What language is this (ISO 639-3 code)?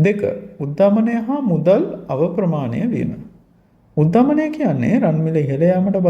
sin